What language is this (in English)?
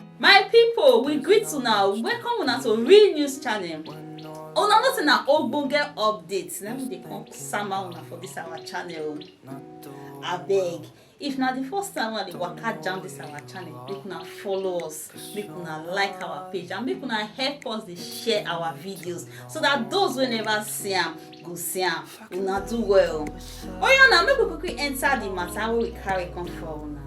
Nigerian Pidgin